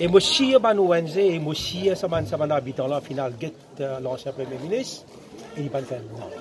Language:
Morisyen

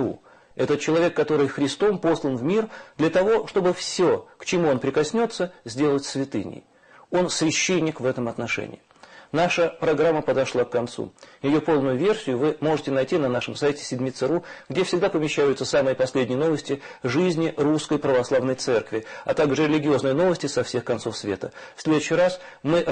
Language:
Russian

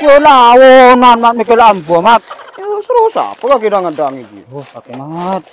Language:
Madurese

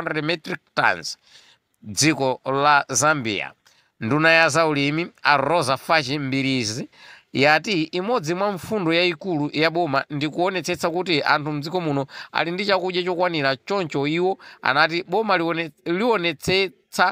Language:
Nyanja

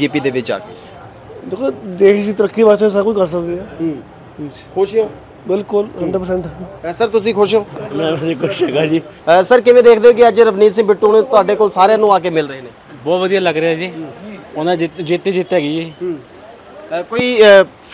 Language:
Punjabi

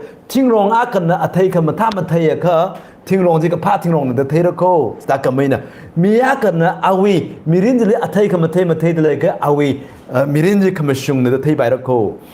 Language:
Tangkhul Naga (India)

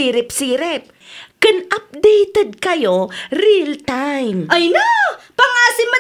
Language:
Iloko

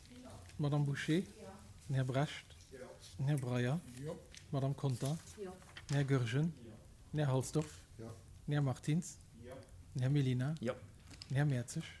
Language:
Luxembourgish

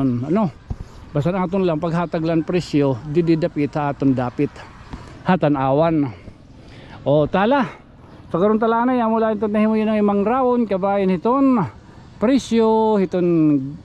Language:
Waray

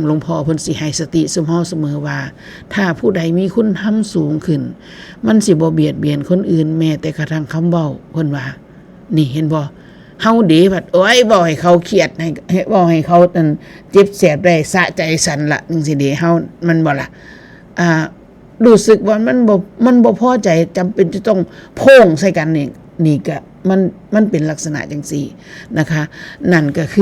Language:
Northeastern Thai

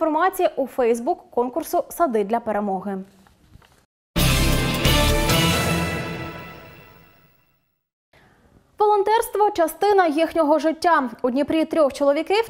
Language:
Ukrainian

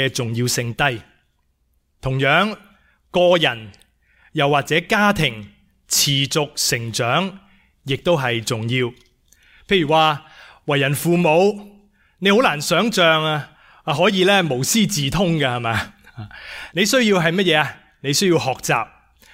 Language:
Cantonese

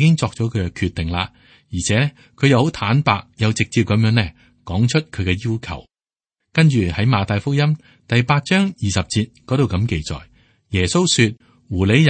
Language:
Cantonese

